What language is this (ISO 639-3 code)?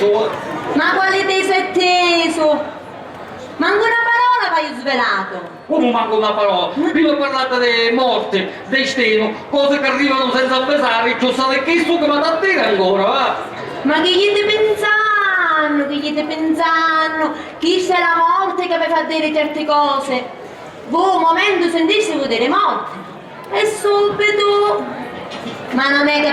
scn